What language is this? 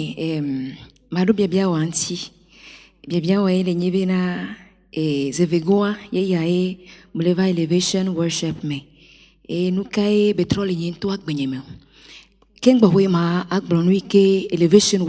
Ewe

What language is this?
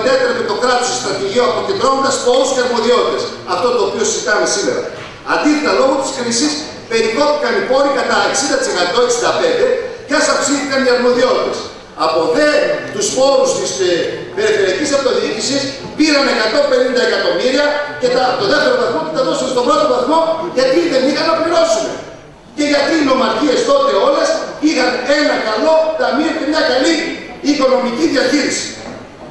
Greek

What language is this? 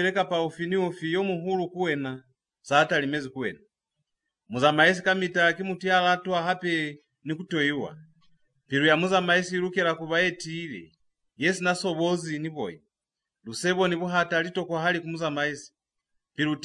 Lozi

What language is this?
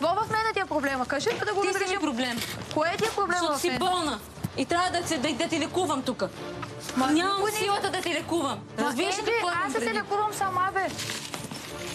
Bulgarian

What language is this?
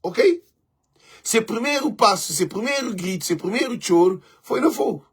Kabuverdianu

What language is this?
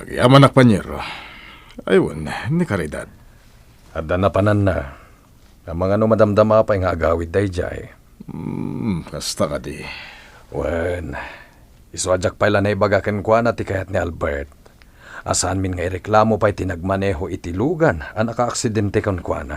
Iloko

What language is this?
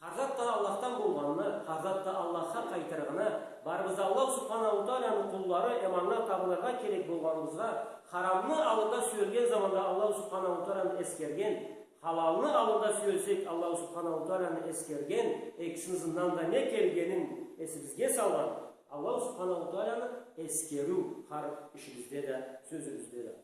Karachay-Balkar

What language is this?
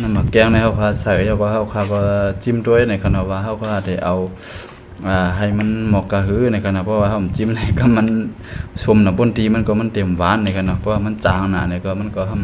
Shan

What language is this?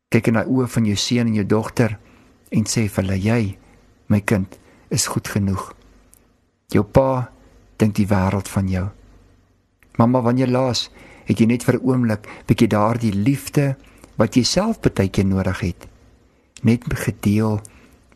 Afrikaans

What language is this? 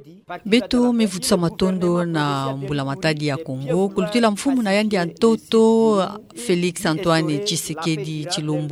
Kituba (Democratic Republic of Congo)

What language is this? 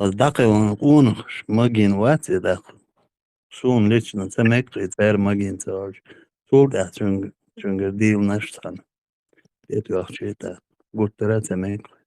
Chechen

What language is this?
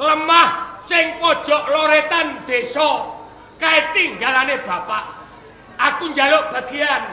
Javanese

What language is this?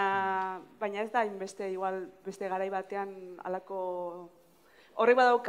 Basque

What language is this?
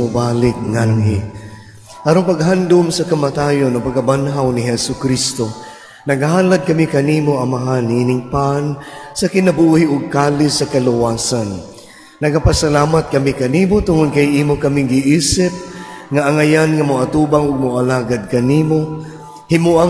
Cebuano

